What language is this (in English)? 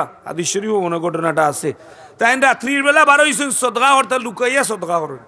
Sylheti